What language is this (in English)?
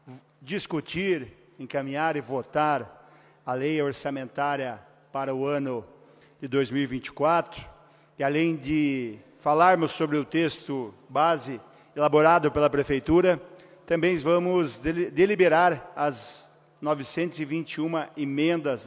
Portuguese